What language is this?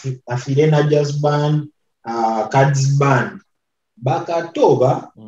Nyoro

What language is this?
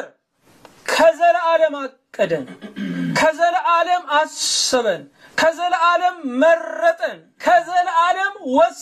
Amharic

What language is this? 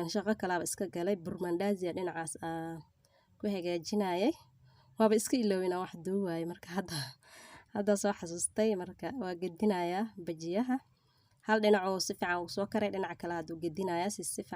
Somali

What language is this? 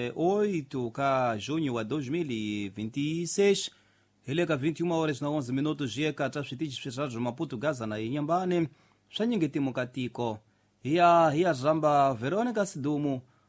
Tsonga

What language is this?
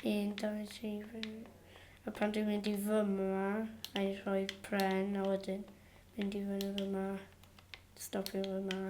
Welsh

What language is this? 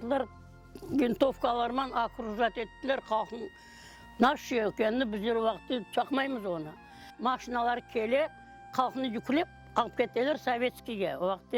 Crimean Tatar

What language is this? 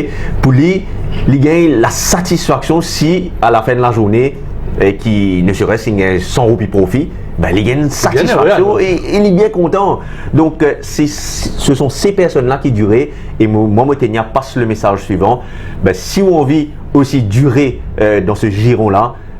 Morisyen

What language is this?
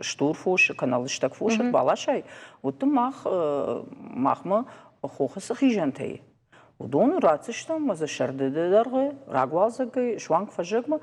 Ossetic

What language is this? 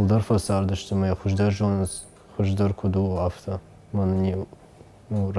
Ossetic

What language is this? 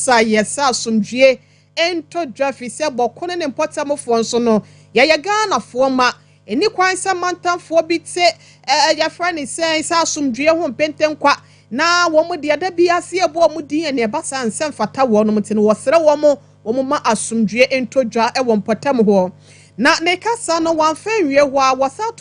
Akan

